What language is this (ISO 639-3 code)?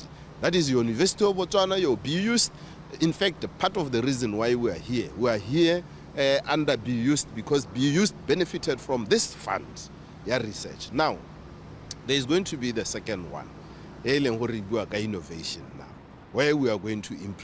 tsn